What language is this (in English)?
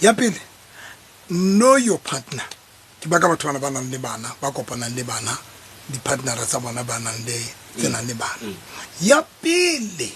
Southern Sotho